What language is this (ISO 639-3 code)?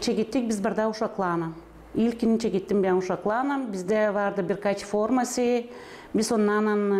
gag